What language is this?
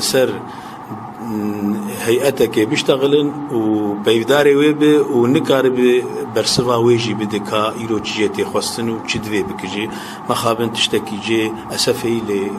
Kurdish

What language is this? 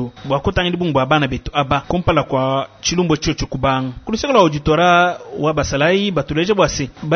Luba-Lulua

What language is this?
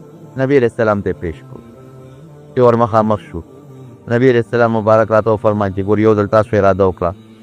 Pashto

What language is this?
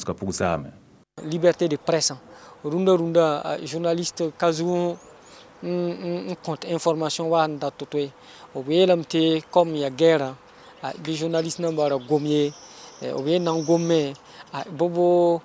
Mossi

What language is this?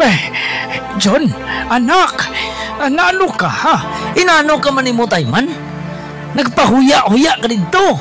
Hiligaynon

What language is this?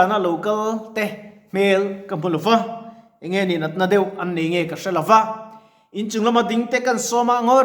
Mizo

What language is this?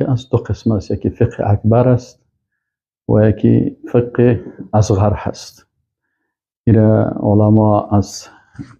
Persian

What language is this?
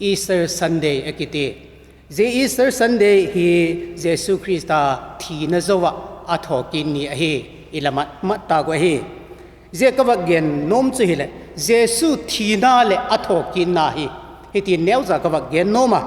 Vaiphei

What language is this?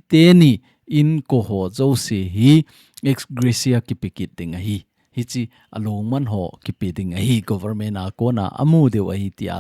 Thado Chin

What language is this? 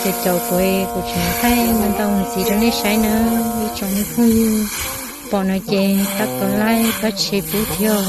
Hmong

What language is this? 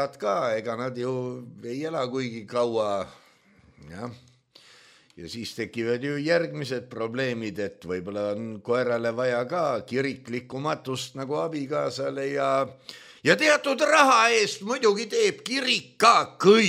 Estonian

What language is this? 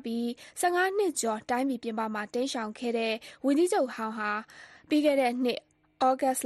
Burmese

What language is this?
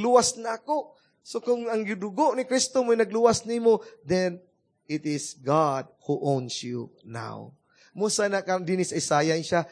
Cebuano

